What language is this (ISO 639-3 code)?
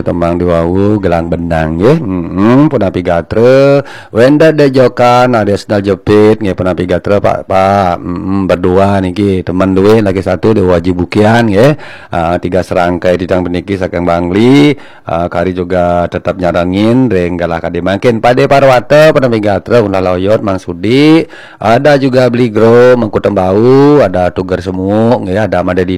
ban